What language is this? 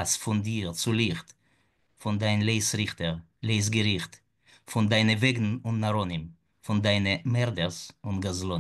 Yiddish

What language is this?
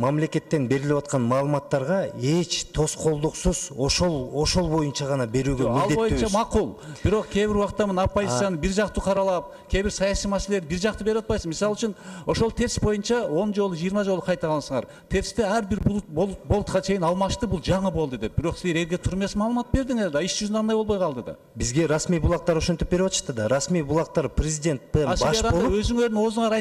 Kyrgyz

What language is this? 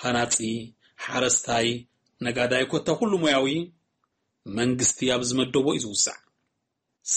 Tigrinya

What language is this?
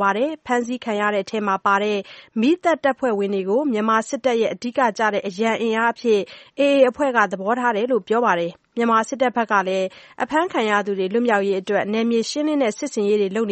Burmese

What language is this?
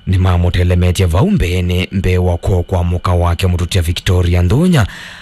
Kamba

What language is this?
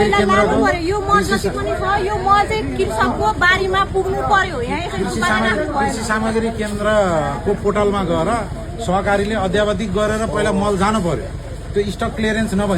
Nepali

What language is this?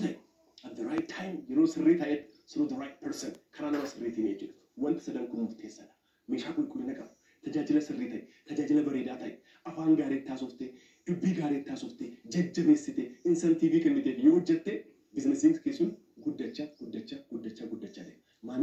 Oromo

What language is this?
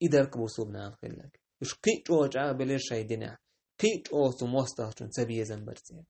Chechen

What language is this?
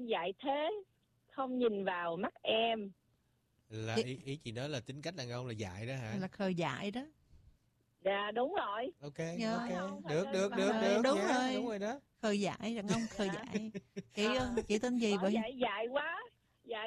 Vietnamese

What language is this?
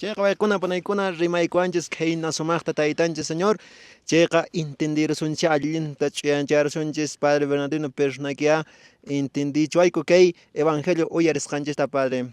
Quechua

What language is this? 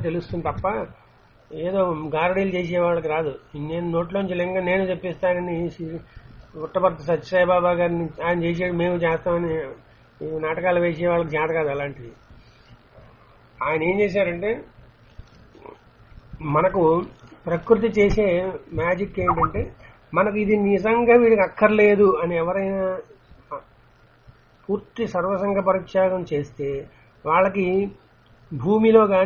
Telugu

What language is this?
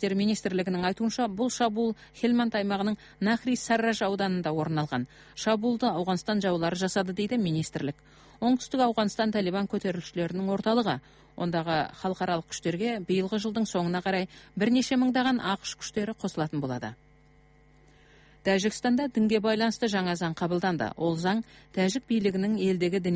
Kazakh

